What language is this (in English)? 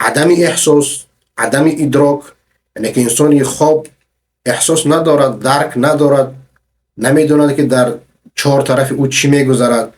Persian